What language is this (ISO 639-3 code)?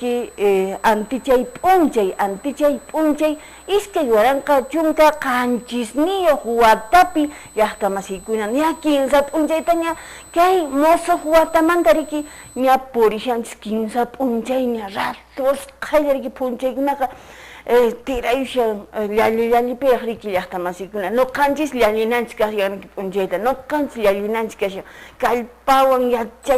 que